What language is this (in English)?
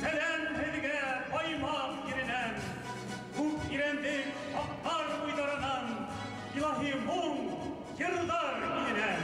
Bashkir